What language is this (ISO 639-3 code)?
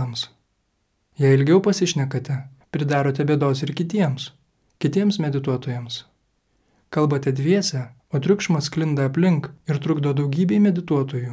lit